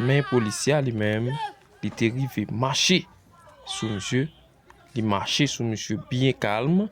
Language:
Haitian Creole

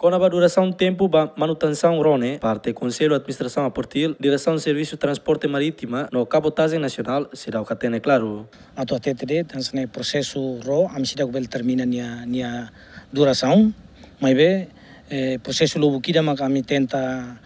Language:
Tetum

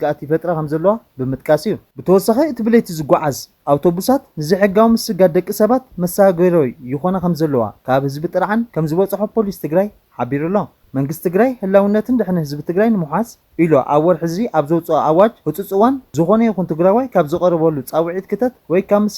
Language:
Tigrinya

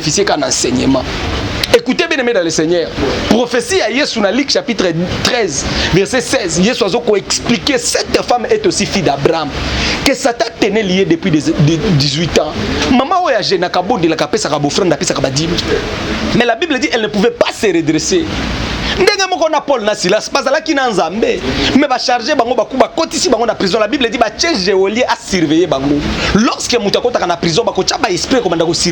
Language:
Lingala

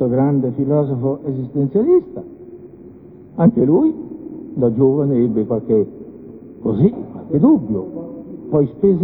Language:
Italian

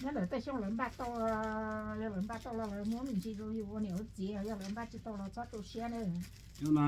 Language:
Hmong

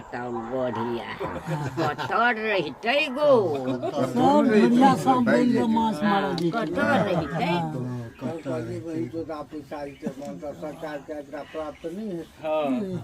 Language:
Maithili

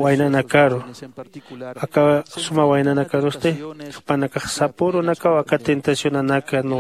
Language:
Aymara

